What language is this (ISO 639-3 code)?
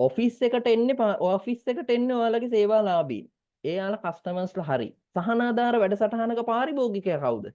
sin